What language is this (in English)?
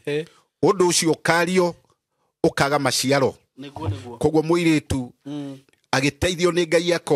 Kikuyu